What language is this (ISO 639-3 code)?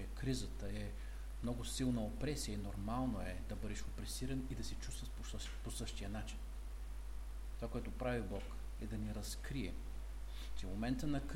bul